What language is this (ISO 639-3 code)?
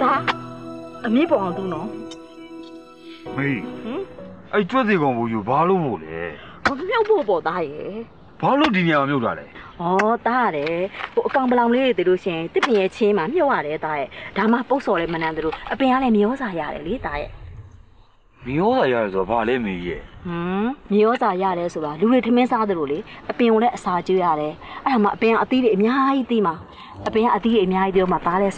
mya